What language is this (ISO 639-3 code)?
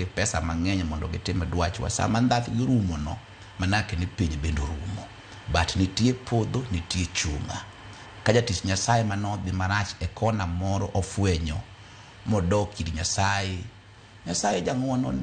luo